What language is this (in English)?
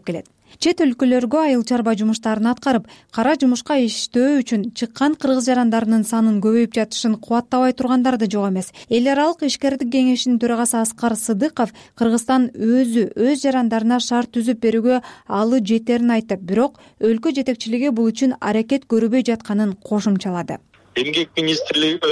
Kyrgyz